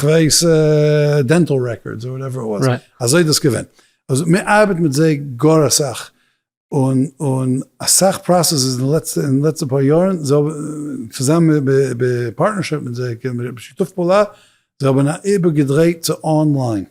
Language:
Yiddish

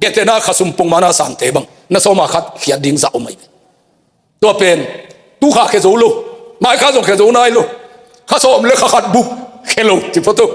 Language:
Tedim Chin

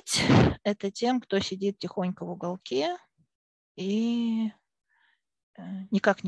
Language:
Russian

